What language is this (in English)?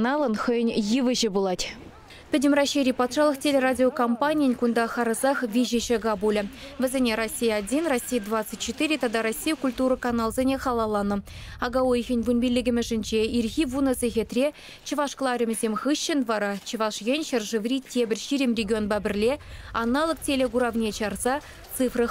Chuvash